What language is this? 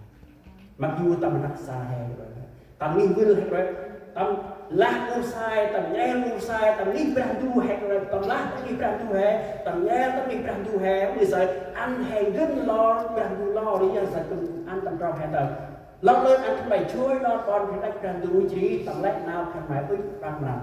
Central Mnong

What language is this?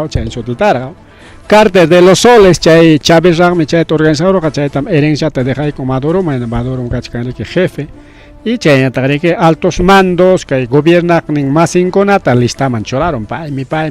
Ayacucho Quechua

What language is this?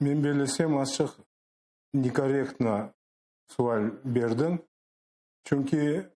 Crimean Tatar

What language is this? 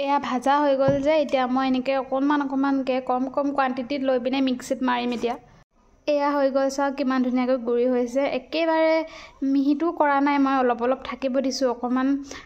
Assamese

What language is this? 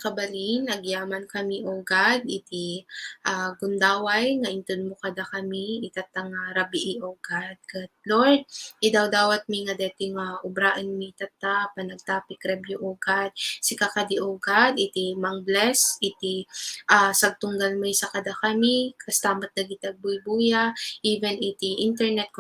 Iloko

